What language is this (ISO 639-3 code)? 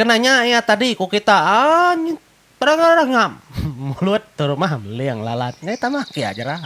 iba